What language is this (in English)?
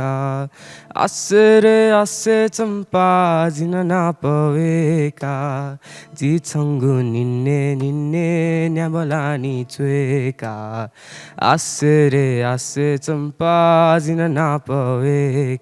Newari